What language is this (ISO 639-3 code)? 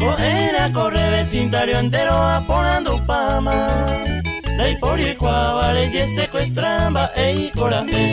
grn